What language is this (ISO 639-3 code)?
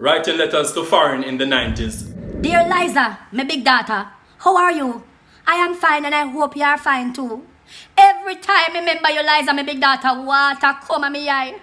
jam